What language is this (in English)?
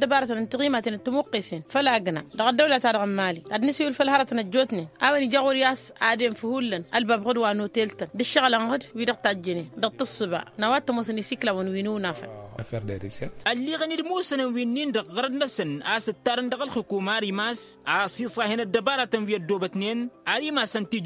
Tamasheq